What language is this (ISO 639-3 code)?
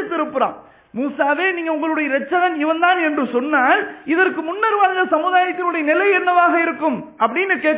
tam